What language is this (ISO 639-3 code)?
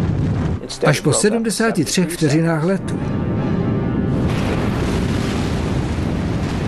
ces